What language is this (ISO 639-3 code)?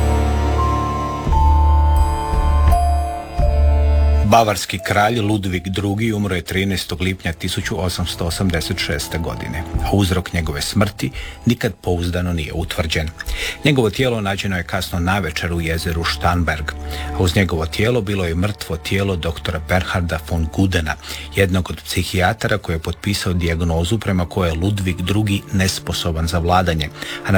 hrv